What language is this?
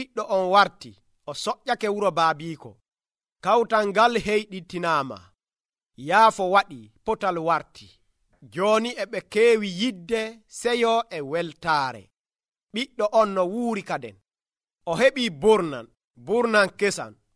Nigerian Fulfulde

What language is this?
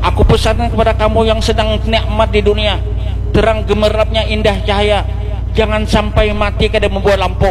Banjar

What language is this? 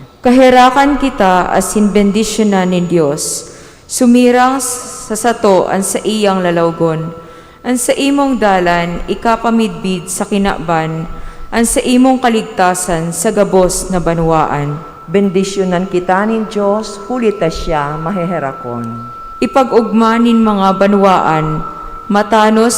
Bikol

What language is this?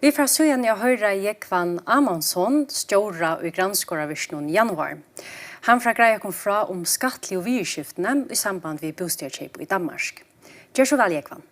Faroese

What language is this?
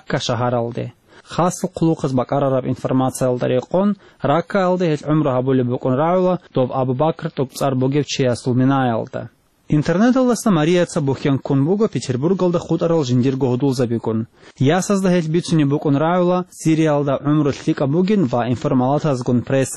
Avaric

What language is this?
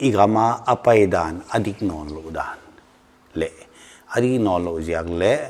Paite Chin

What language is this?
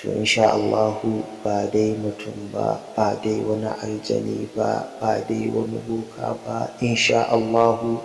Hausa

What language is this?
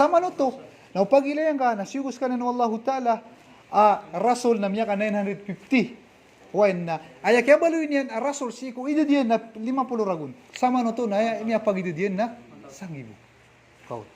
Maranao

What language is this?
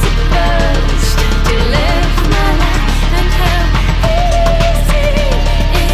English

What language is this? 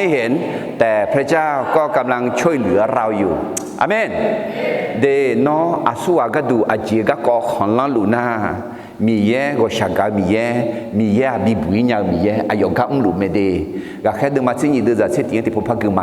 Akha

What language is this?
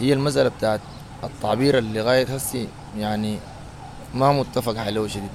Sudanese Arabic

